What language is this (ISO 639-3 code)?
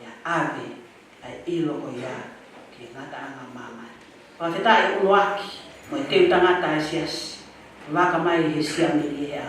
ton